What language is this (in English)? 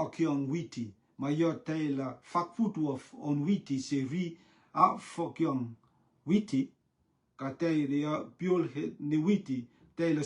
Rotuman